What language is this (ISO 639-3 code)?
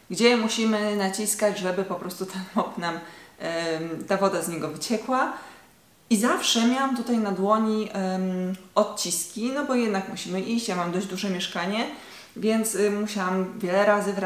pol